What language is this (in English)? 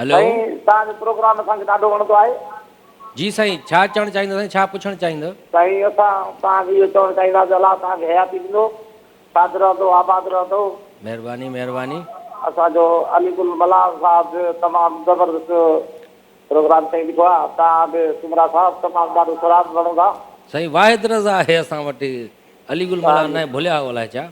Sindhi